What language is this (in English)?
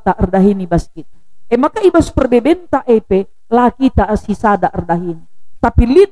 Batak Karo